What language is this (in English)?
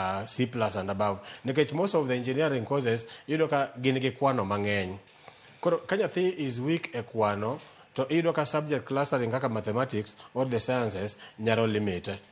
Luo (Kenya and Tanzania)